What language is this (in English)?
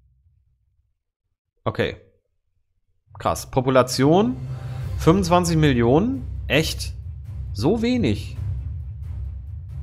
German